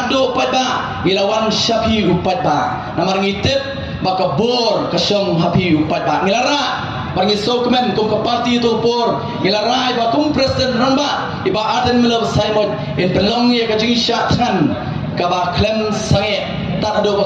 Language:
Khasi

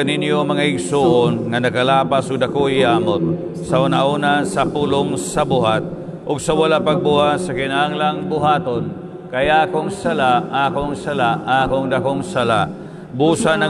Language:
Cebuano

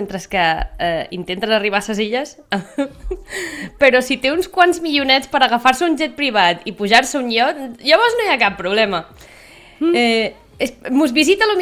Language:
Catalan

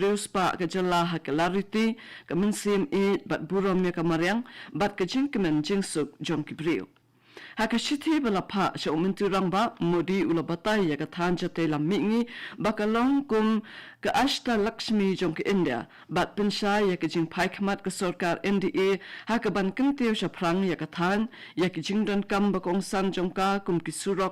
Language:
Khasi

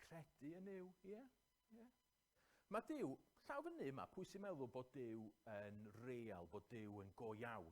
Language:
Welsh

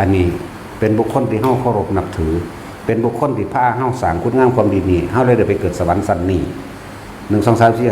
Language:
Northeastern Thai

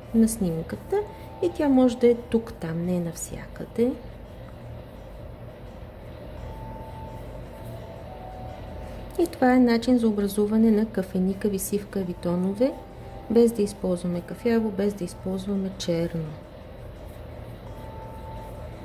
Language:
Bulgarian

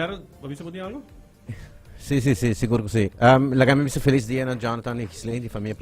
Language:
Papiamento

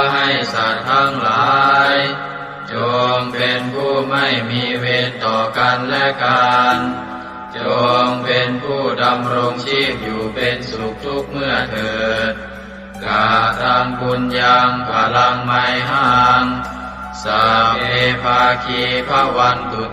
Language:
Pali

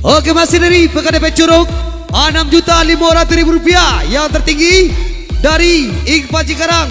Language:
Minangkabau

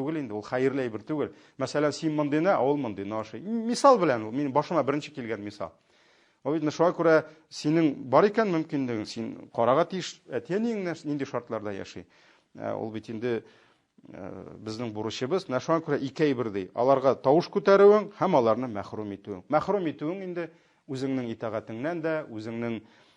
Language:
Tatar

